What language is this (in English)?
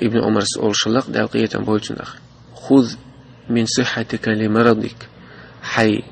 Chechen